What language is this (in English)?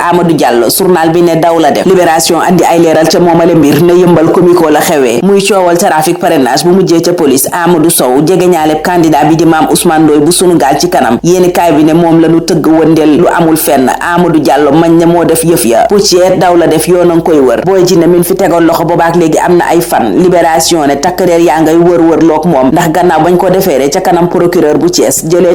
Wolof